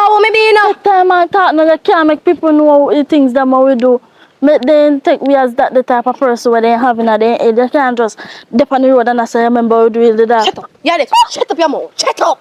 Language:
Jamaican Creole English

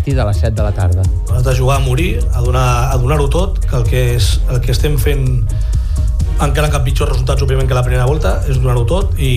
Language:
Catalan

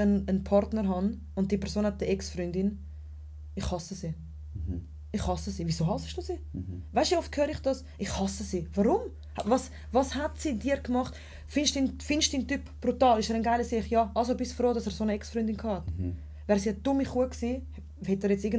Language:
Swiss German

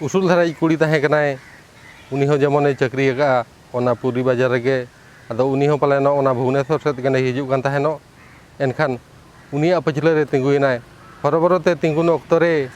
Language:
Santali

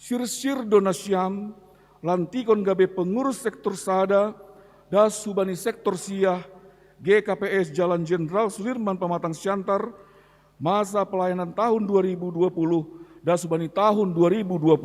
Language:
Batak Simalungun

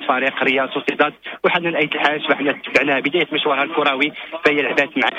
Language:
Moroccan Arabic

